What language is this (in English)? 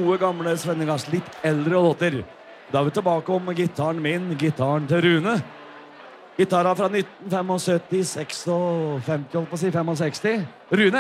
Norwegian